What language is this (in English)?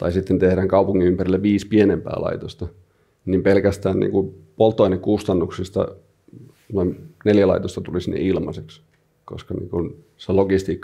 Finnish